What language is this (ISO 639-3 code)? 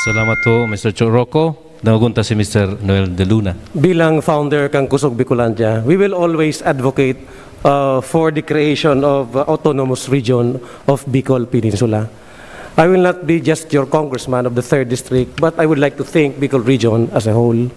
bik